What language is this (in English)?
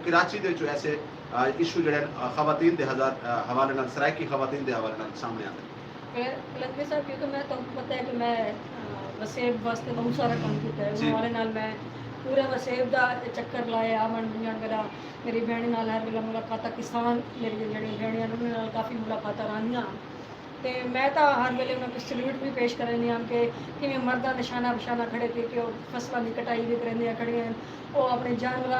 Saraiki